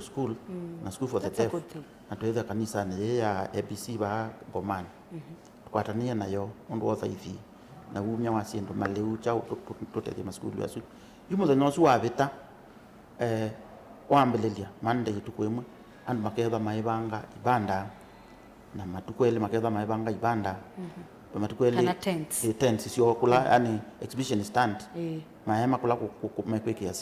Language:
Kamba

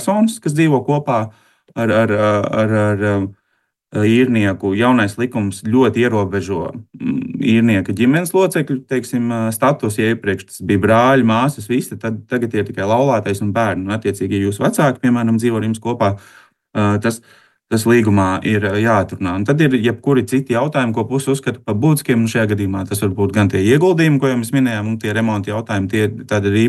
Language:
Latvian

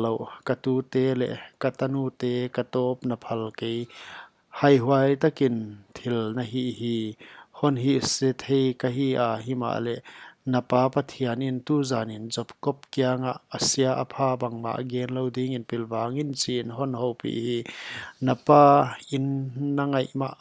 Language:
Paite Chin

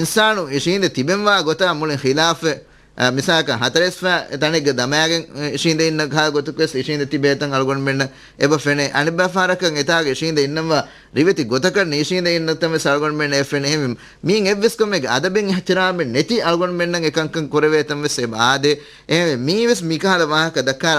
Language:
Divehi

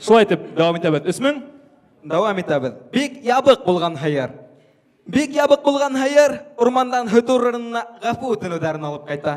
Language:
Bashkir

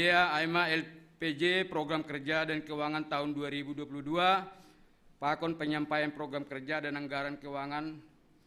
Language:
Batak Simalungun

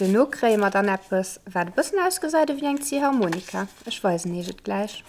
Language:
Luxembourgish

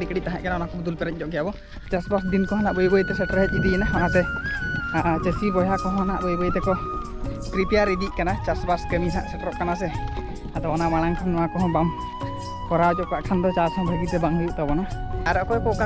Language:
Santali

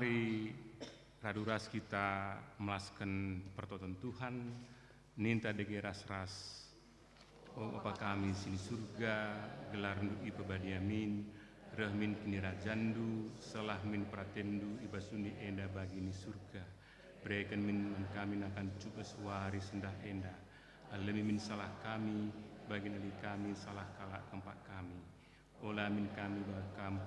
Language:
Batak Karo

